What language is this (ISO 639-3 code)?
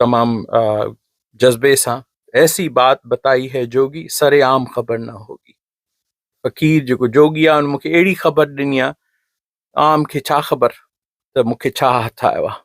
snd